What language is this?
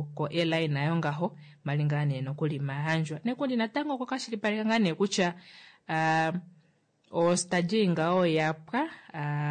Kuanyama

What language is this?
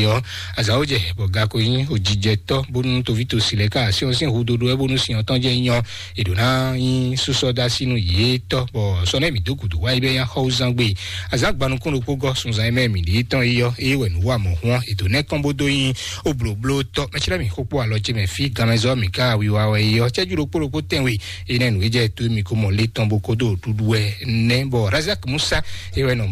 Fon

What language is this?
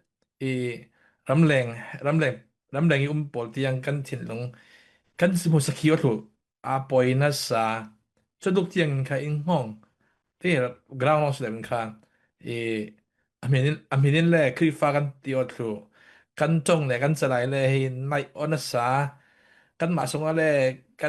Falam Chin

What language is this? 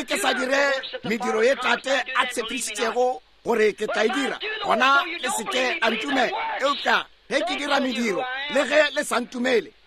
Northern Sotho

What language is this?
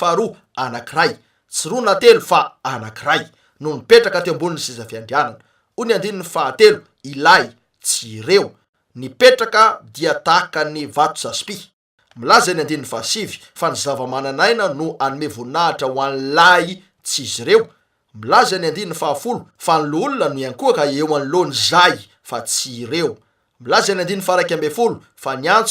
Malagasy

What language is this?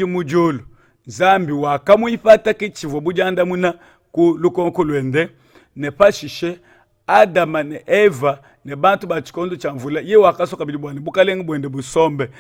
Luba-Lulua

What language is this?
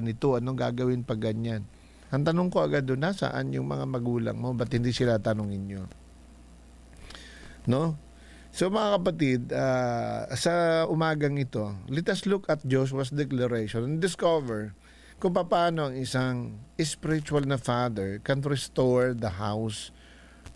Filipino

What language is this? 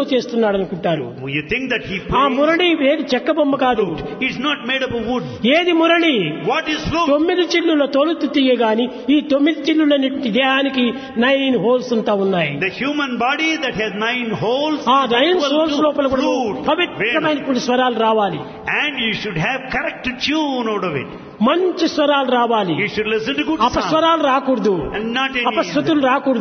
Telugu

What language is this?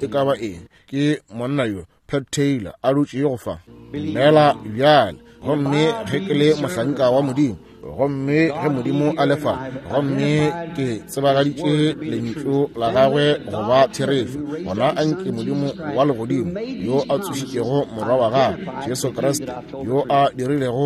Northern Sotho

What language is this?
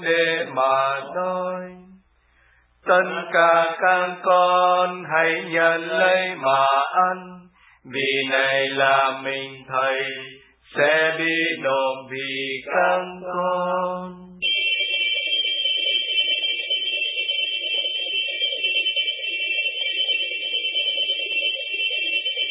Vietnamese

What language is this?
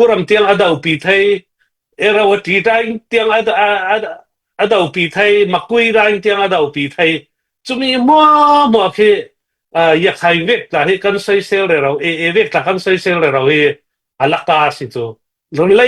Falam Chin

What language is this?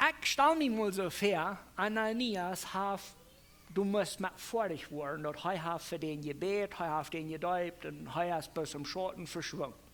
Plautdietsch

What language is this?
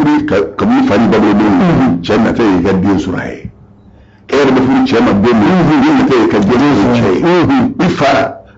Bambara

